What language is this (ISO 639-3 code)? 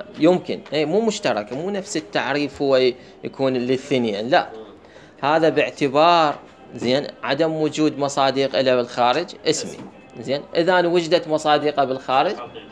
acm